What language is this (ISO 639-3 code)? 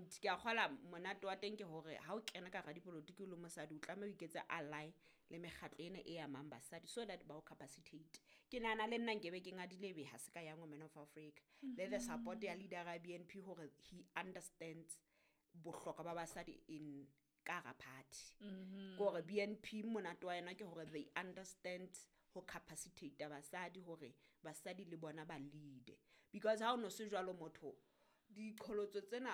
sot